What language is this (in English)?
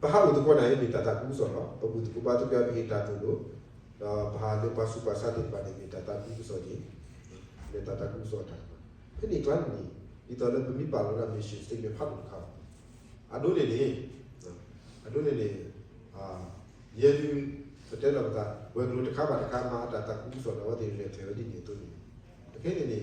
S'gaw Karen